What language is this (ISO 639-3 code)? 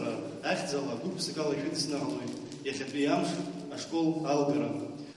abk